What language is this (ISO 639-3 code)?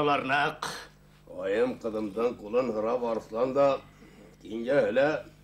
bak